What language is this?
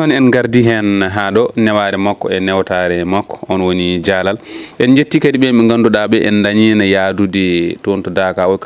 Fula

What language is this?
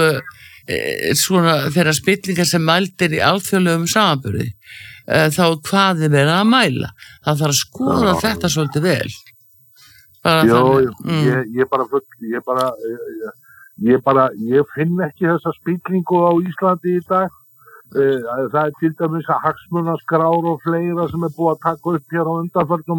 Icelandic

